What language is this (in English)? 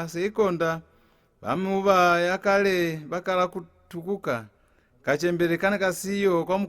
Lozi